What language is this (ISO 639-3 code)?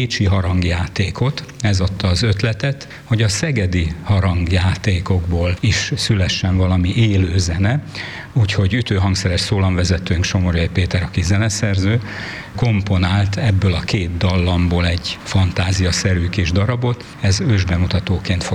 hun